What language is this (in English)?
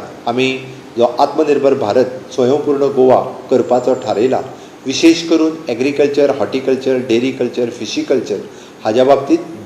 Konkani